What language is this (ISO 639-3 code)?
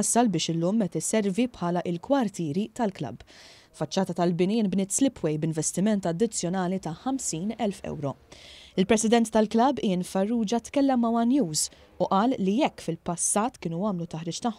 mlt